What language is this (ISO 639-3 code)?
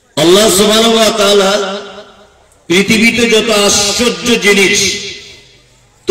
ben